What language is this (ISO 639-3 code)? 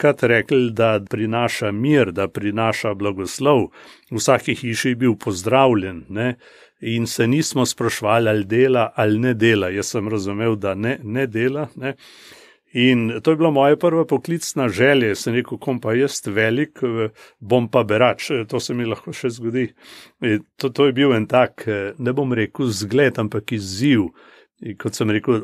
slv